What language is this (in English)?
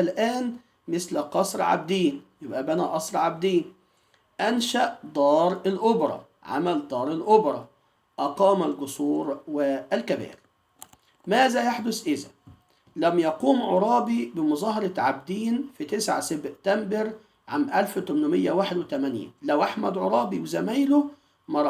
Egyptian Arabic